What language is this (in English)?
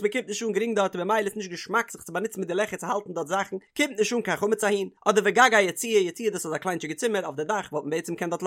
Yiddish